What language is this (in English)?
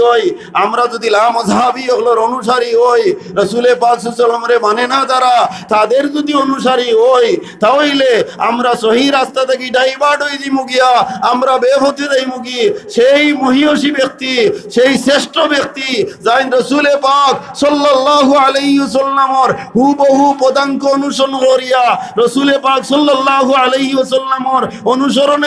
Sylheti